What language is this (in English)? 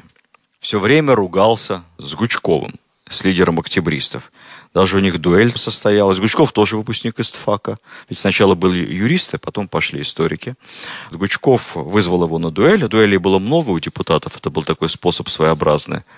Russian